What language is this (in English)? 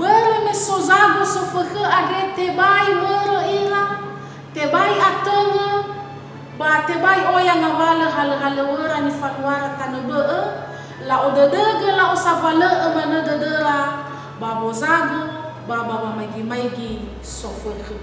Nias